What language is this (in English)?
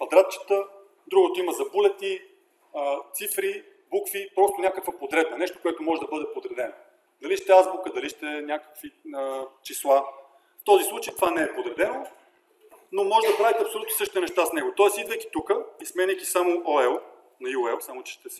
Bulgarian